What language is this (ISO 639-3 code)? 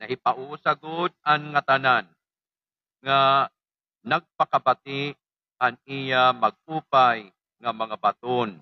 war